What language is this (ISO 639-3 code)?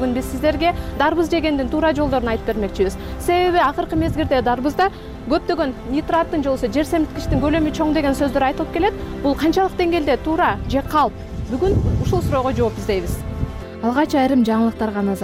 kir